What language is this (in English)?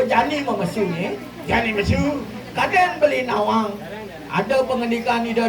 Balinese